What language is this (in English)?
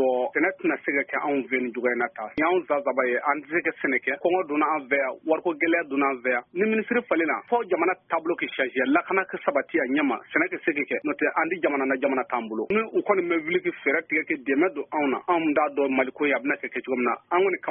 Bambara